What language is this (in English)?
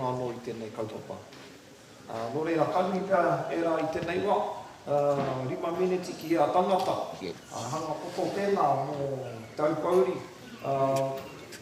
Māori